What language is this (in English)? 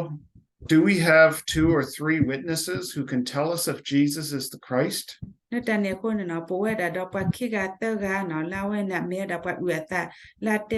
S'gaw Karen